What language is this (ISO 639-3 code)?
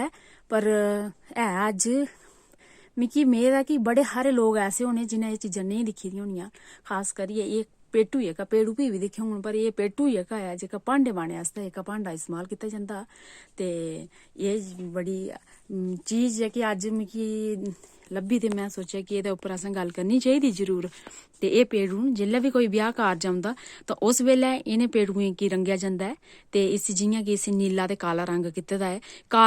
doi